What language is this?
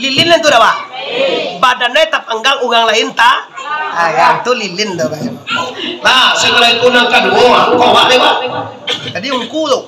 Minangkabau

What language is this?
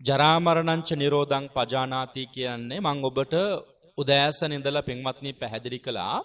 Sinhala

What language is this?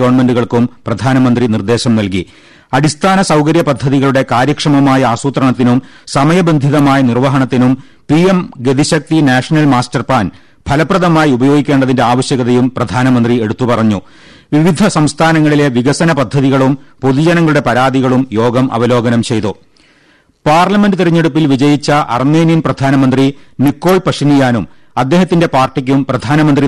Malayalam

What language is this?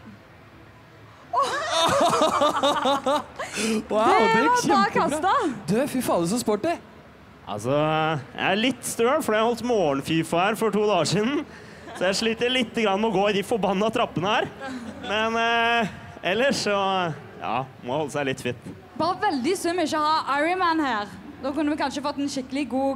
Norwegian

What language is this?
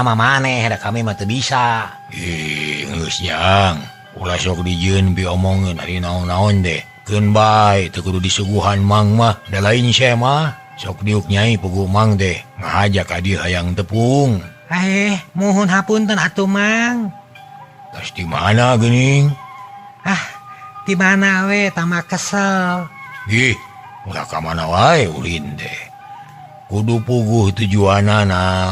Sundanese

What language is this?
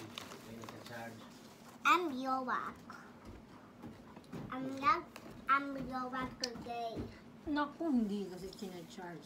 Filipino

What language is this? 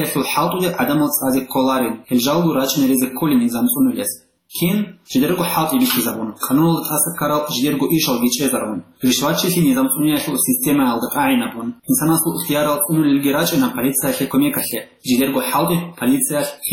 Avaric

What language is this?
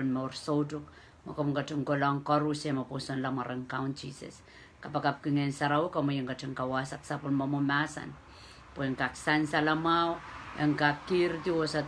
Pohnpeian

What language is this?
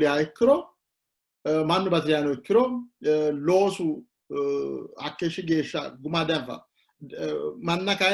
Sidamo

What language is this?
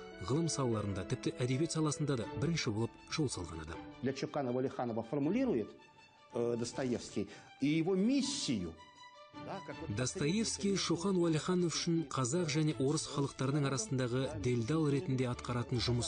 Kazakh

